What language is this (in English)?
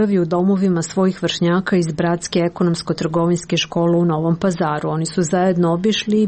Serbian